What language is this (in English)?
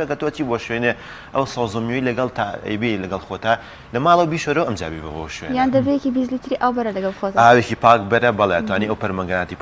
Central Kurdish